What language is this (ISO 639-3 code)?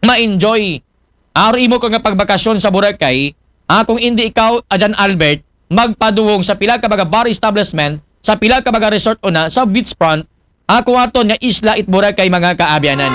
akl